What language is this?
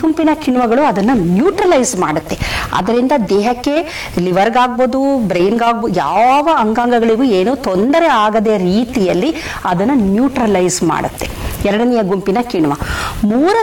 Kannada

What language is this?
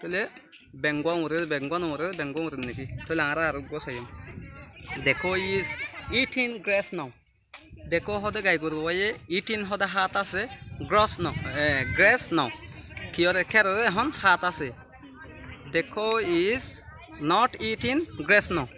Rohingya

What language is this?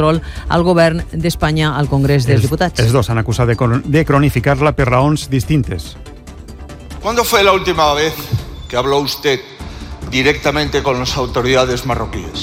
Catalan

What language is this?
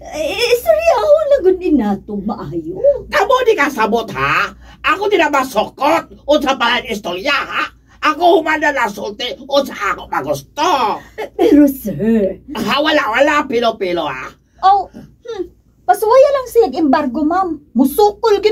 Cebuano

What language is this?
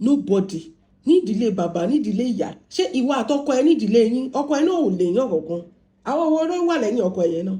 Yoruba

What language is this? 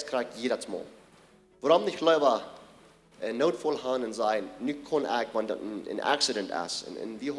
Plautdietsch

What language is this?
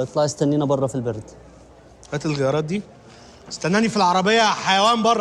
Egyptian Arabic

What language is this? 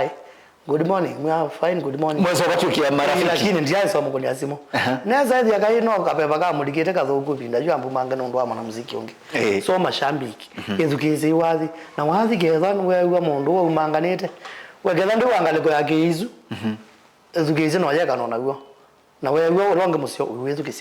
Kamba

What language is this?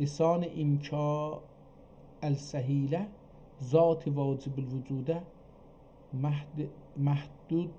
South Azerbaijani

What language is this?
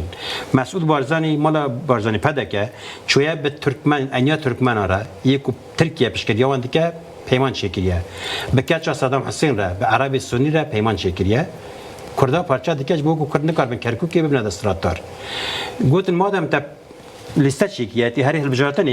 Kurdish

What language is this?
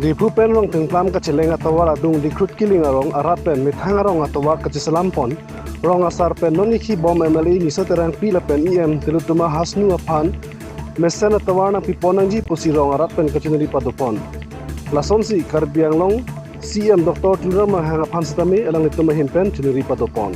Karbi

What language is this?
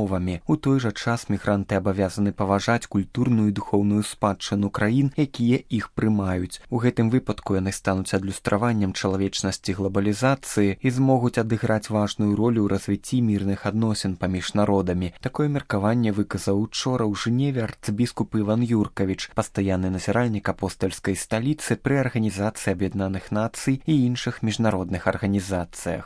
Belarusian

